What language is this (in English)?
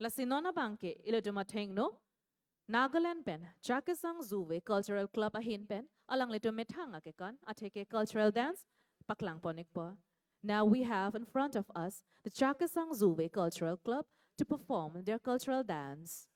Karbi